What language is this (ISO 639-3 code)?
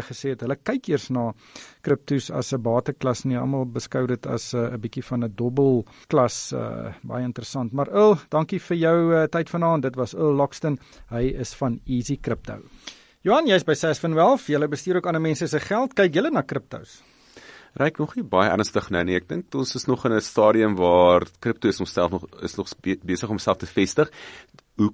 afr